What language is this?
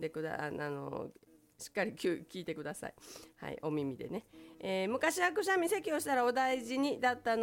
Japanese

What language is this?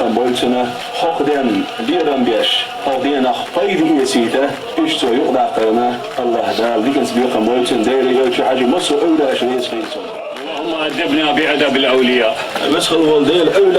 Chechen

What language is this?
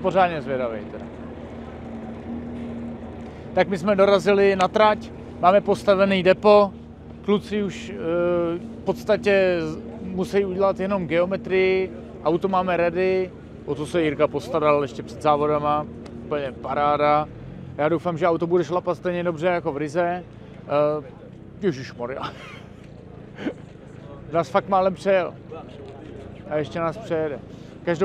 Czech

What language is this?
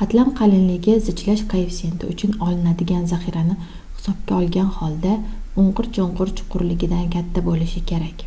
Uzbek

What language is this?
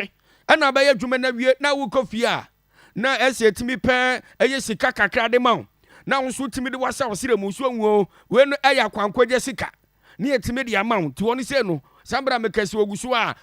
Akan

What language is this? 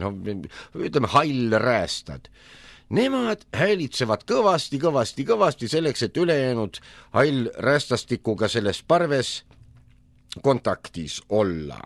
Estonian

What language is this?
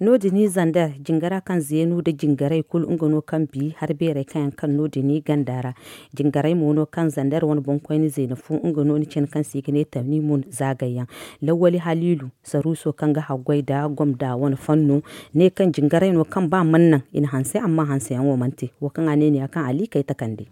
Zarma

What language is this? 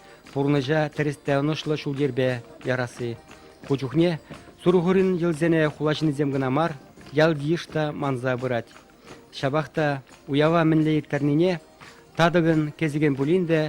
Chuvash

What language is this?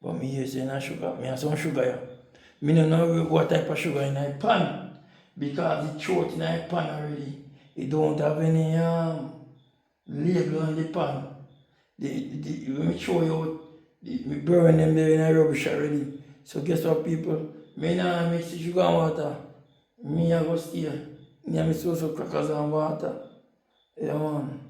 Jamaican Creole English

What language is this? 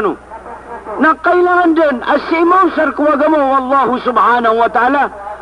Maranao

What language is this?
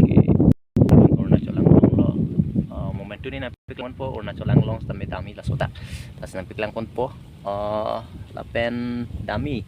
Karbi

